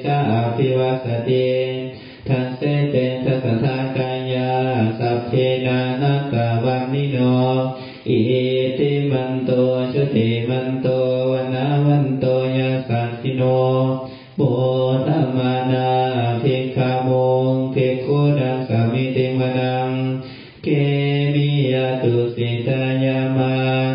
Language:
Pali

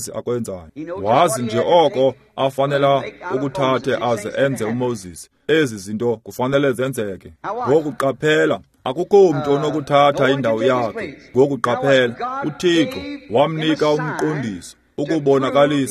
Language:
Xhosa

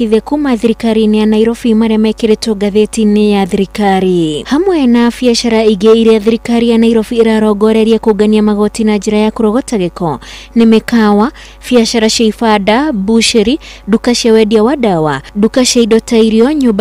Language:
Kikuyu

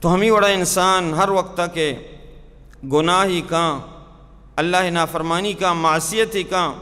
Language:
Baluchi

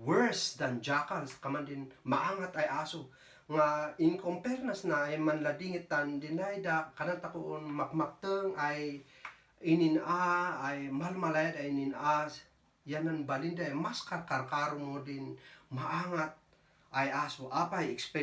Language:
Kankanaey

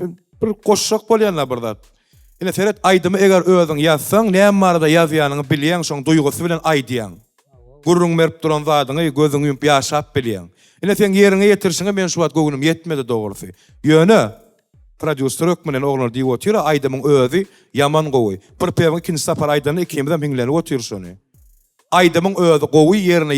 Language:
Turkmen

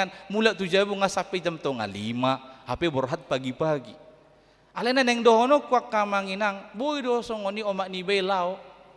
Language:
Batak Toba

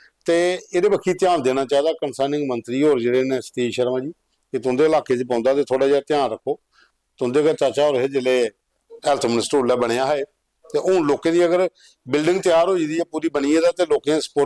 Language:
Dogri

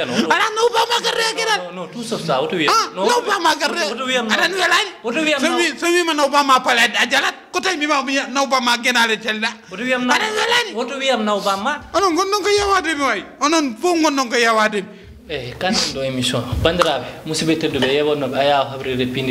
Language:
Fula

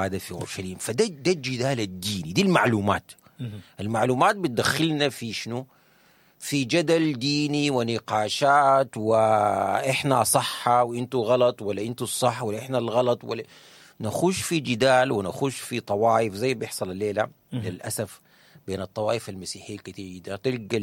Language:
Sudanese Arabic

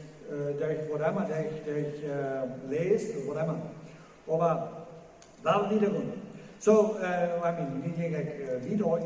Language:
Plautdietsch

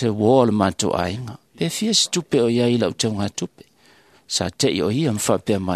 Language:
Samoan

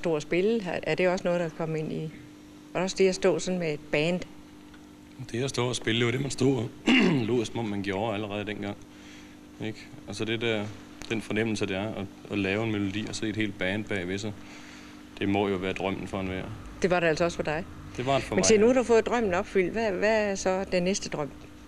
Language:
Danish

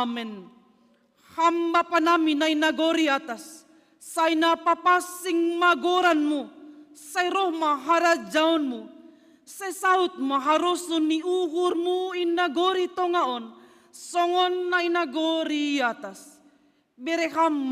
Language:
Batak Simalungun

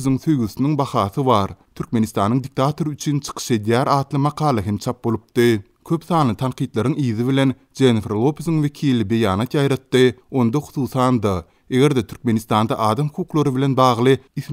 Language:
Turkmen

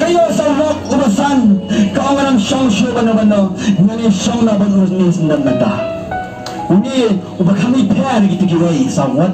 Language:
Khasi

